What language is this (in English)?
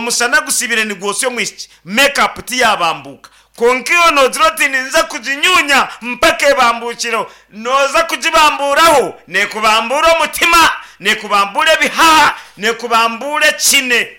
Nyankole